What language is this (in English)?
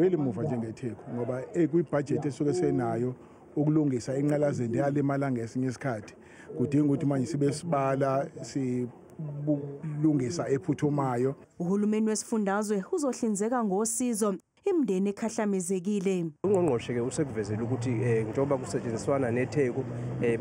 Zulu